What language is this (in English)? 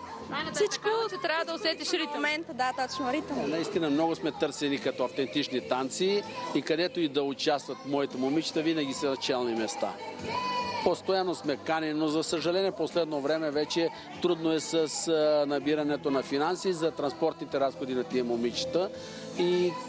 Bulgarian